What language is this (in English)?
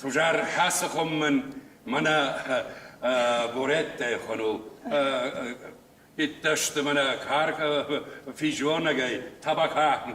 Ossetic